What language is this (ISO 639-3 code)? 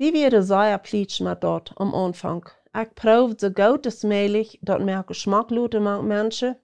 pdt